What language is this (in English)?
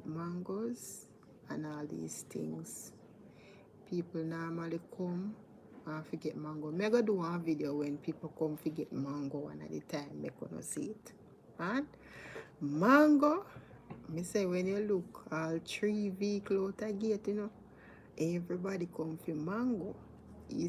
Jamaican Creole English